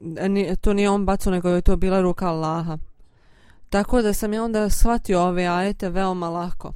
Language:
Bosnian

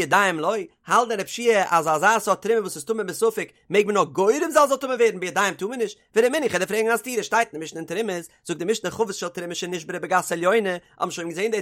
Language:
Yiddish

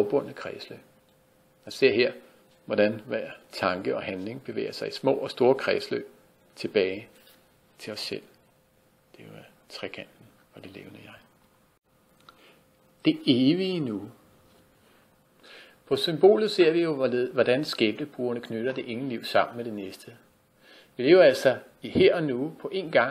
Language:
Danish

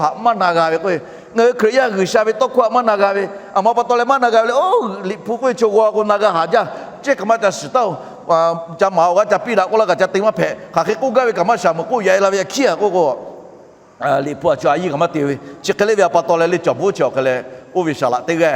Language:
Lahu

